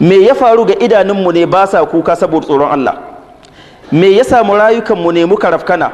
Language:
Hausa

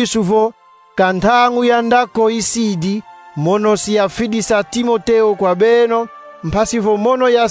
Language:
Kongo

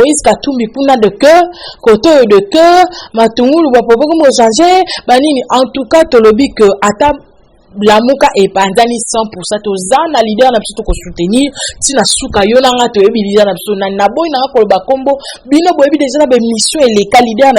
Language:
Lingala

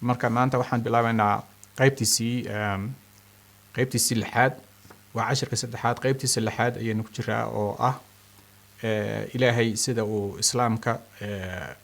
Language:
Somali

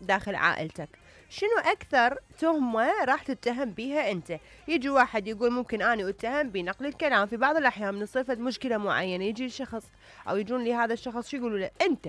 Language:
Mesopotamian Arabic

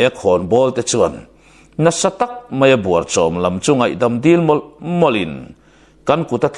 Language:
Mizo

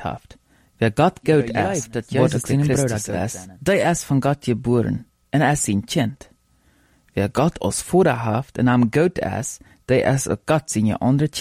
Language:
Plautdietsch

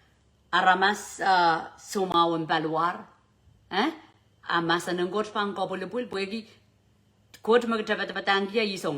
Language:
Pohnpeian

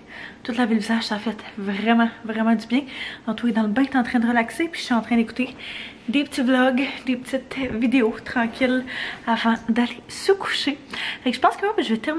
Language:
French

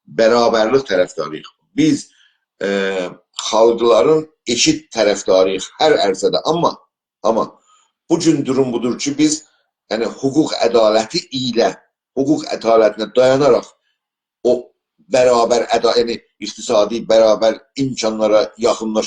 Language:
South Azerbaijani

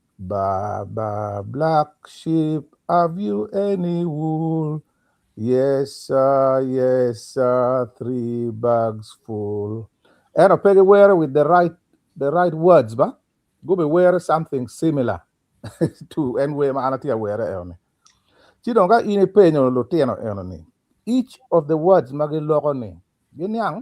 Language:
Acoli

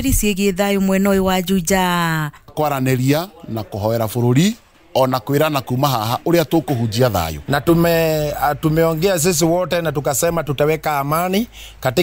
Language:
Kikuyu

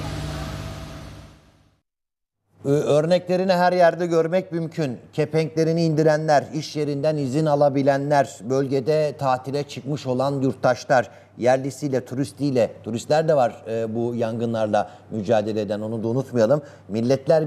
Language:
Turkish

